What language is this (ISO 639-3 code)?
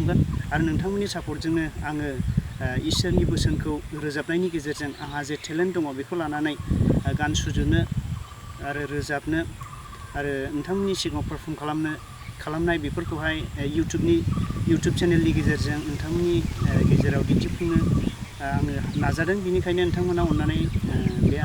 brx